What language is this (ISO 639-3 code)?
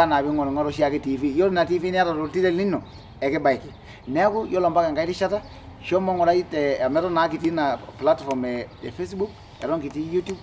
mas